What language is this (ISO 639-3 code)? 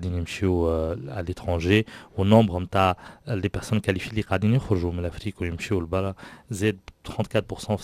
aeb